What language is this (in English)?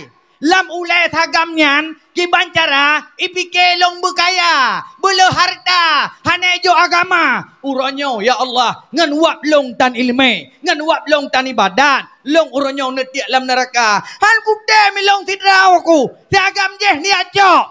Achinese